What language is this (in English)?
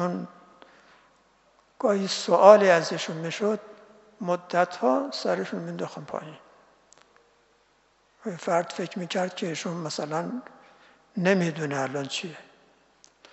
Persian